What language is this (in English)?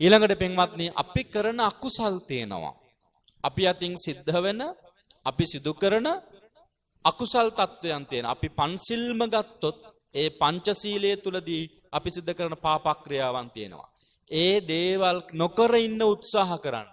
Sinhala